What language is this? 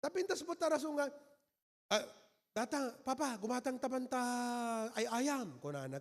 Iloko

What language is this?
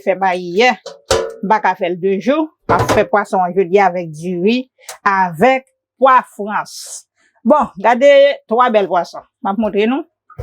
Haitian Creole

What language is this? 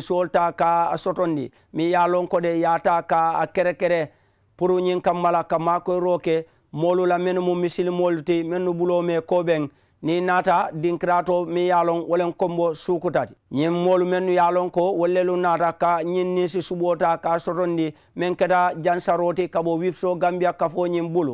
Mandingo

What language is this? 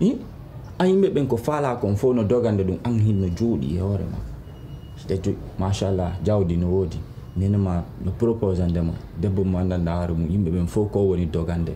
Pular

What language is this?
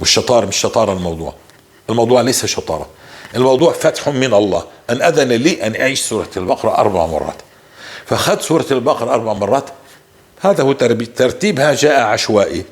North Levantine Arabic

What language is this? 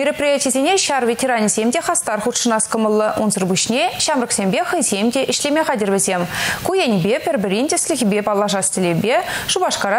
Chuvash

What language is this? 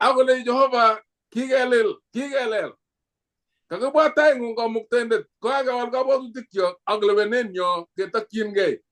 Kalenjin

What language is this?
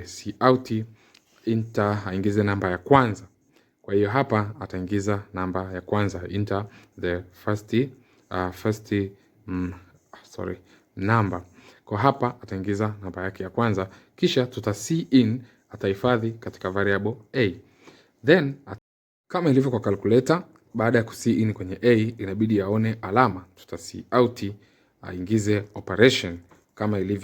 Swahili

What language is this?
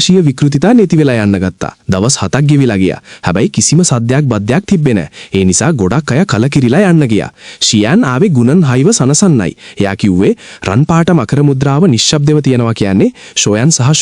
Sinhala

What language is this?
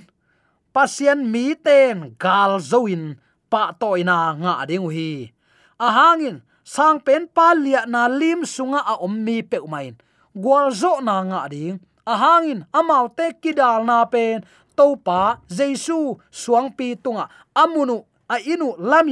Tedim Chin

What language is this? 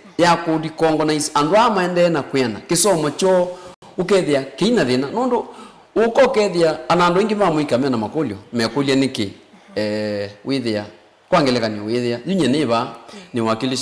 Kamba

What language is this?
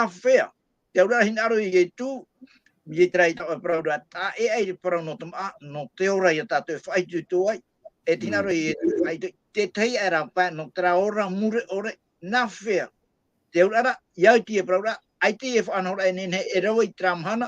Tahitian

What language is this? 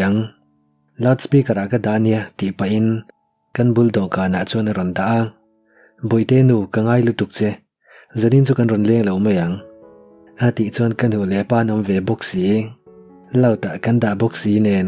Mizo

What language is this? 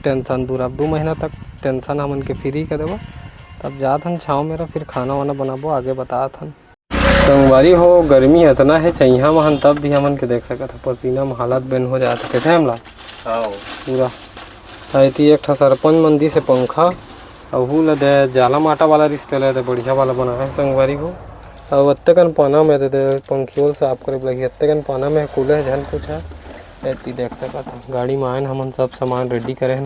Chhattisgarhi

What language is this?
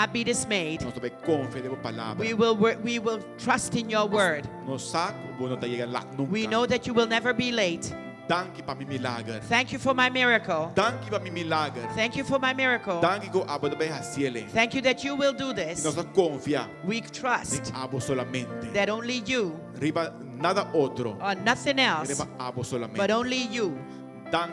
Papiamento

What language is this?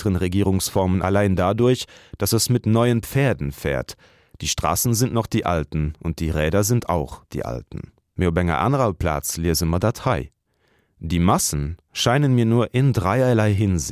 Luxembourgish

